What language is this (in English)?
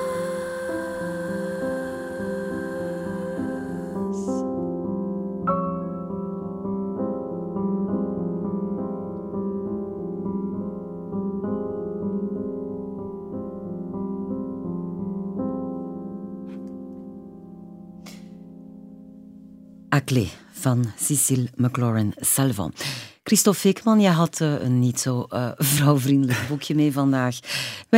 Dutch